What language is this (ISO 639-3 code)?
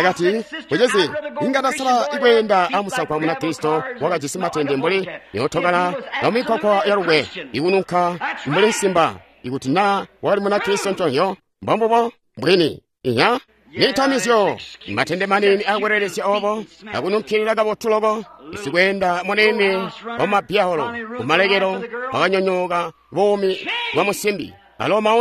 toi